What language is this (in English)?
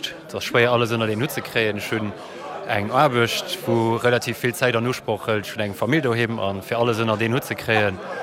Luxembourgish